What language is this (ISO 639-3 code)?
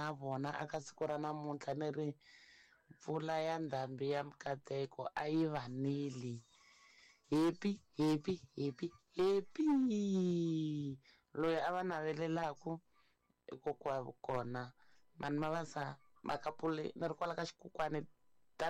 tso